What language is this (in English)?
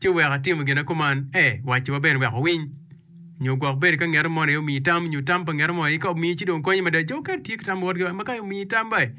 Acoli